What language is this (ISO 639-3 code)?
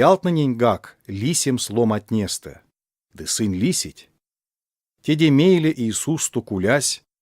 myv